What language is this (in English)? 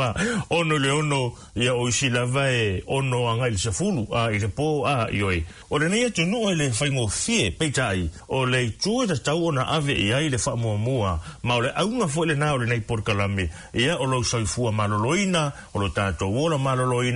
Samoan